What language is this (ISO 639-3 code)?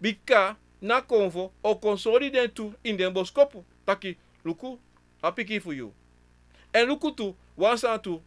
srn